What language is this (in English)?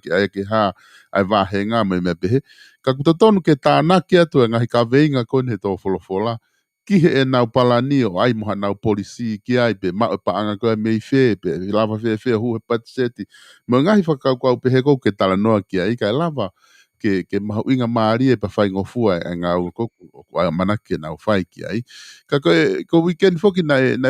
Tongan